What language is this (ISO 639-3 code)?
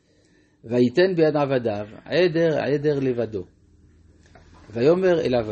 heb